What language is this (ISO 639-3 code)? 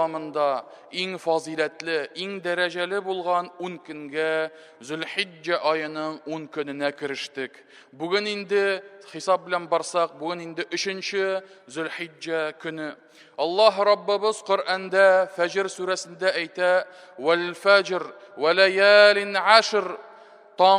tat